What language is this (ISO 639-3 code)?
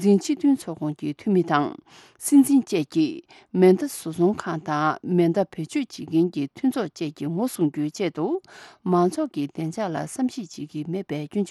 bod